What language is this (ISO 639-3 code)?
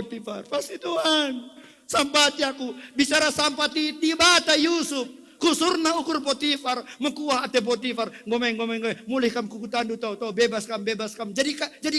btx